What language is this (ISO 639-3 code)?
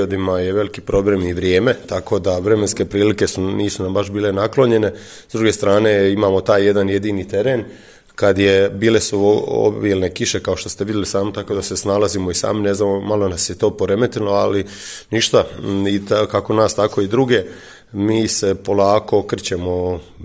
hrv